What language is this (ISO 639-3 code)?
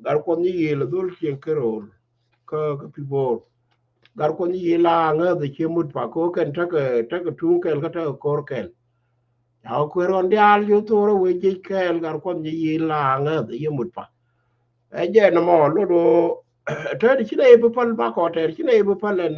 nus